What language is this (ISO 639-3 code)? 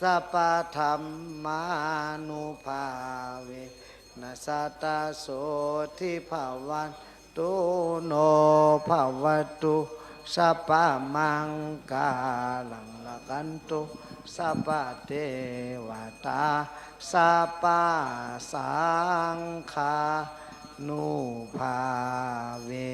shn